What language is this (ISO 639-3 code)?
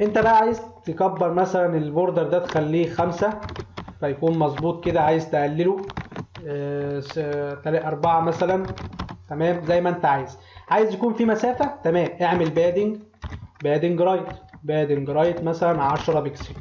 arz